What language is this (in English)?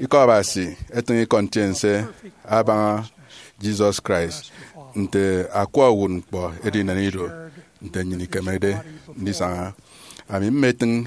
Efik